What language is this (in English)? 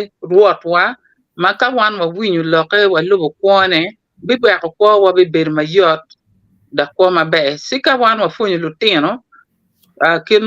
Acoli